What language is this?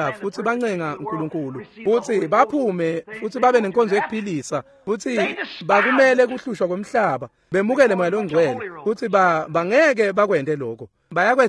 Swati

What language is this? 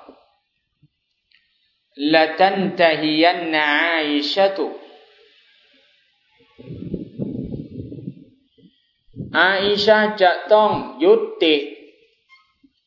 Thai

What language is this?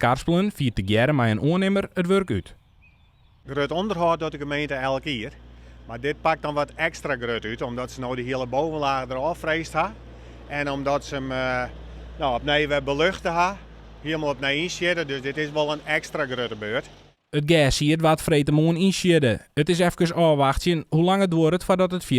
Western Frisian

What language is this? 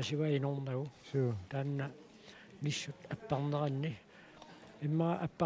Kalaallisut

